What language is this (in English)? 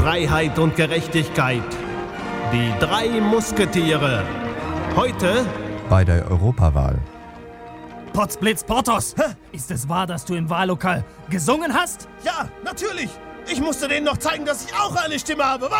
German